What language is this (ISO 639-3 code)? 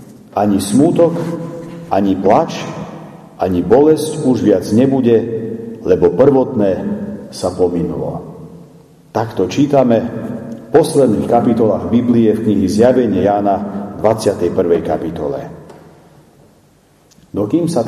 slk